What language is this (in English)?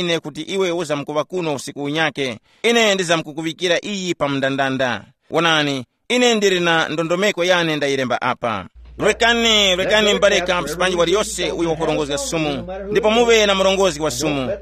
Tumbuka